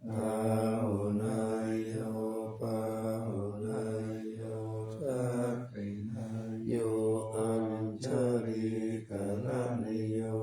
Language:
Pali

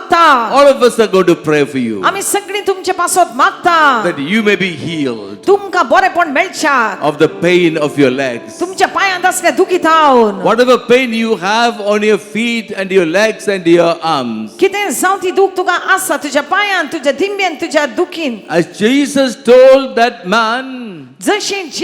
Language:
Konkani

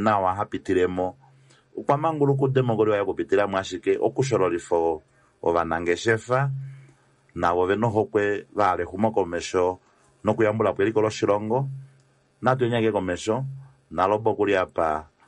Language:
Kuanyama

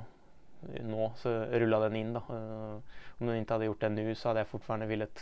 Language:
Swedish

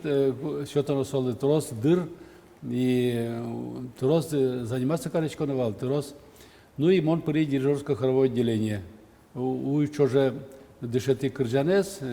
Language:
Udmurt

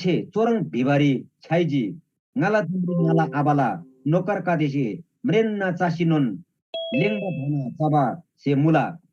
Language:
Eastern Tamang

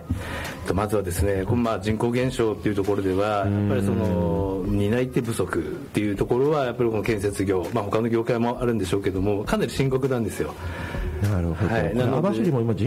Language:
Japanese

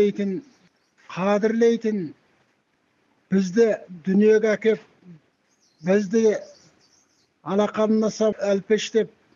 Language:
Kazakh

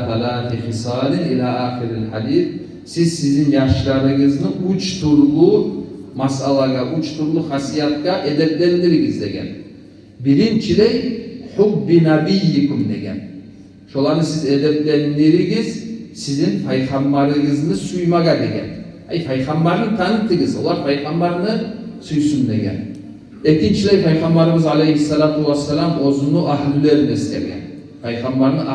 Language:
Kumyk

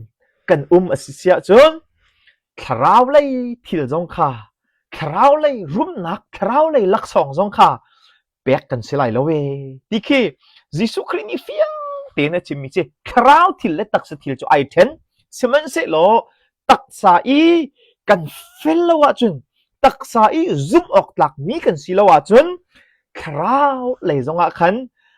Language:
Hakha Chin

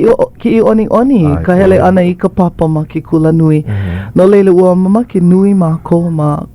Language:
Hawaiian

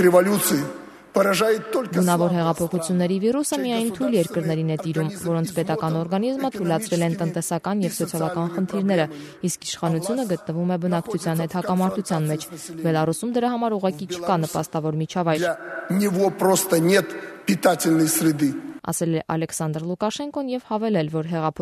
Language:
Armenian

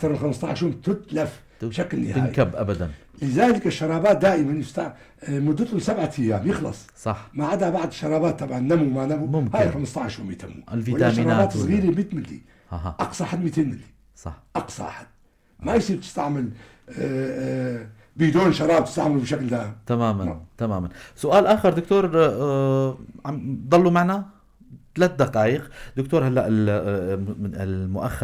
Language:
North Levantine Arabic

